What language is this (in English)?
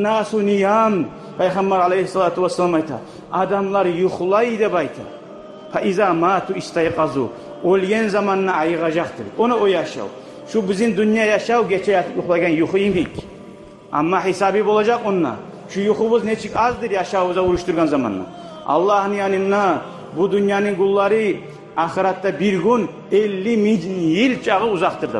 Kumyk